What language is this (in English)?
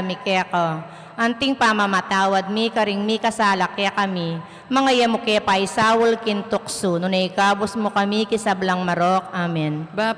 Pampanga